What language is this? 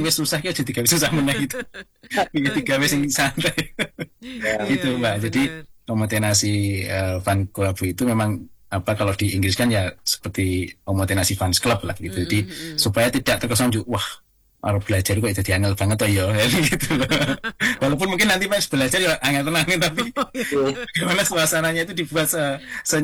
Indonesian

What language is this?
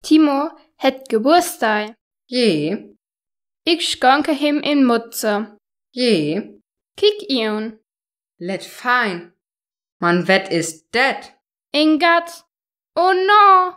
Saterland Frisian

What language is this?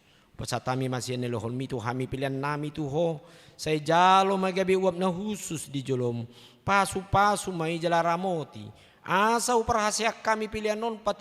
Batak Toba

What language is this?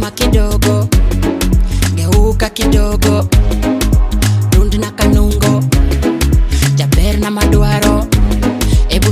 Swahili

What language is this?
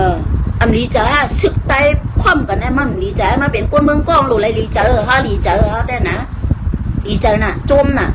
Shan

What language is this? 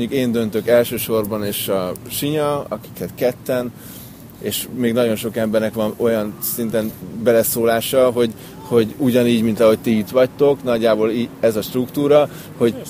Hungarian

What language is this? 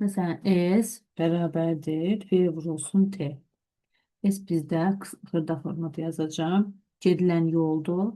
Azerbaijani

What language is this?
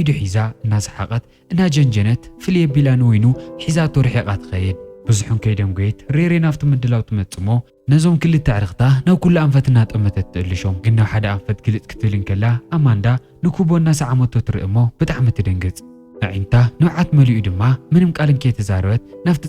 Tigrinya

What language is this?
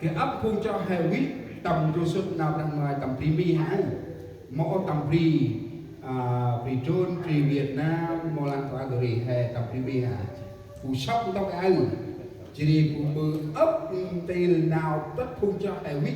Central Mnong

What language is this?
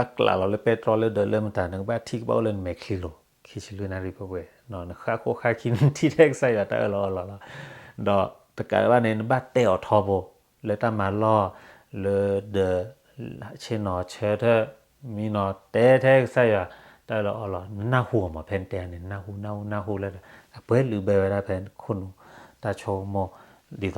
S'gaw Karen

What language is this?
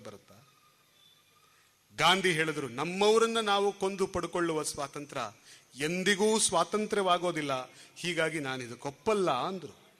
Kannada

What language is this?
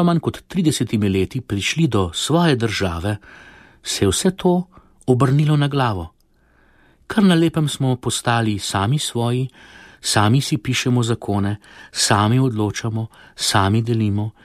Slovenian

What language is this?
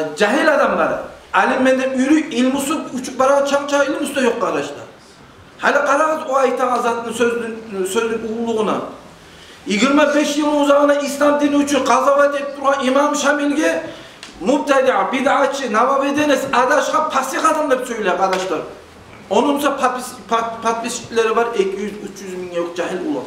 Kumyk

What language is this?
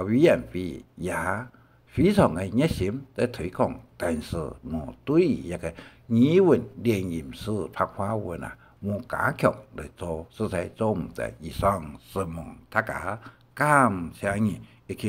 Hakka Chinese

